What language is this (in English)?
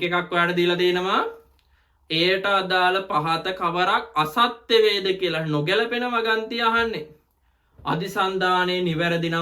Sinhala